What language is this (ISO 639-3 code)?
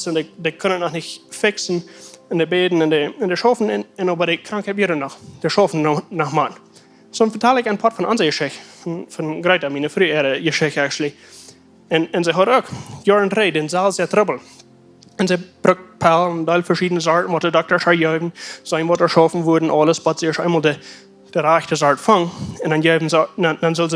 pdt